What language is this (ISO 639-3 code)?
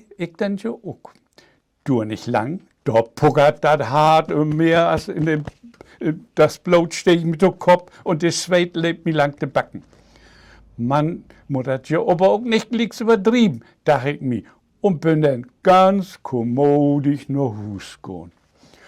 nds